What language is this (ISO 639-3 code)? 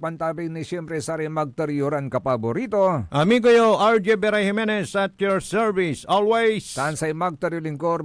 pag